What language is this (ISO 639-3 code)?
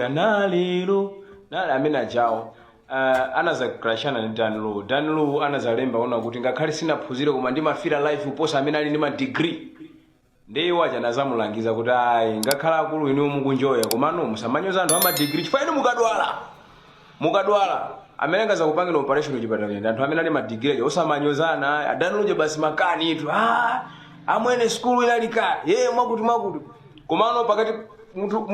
nya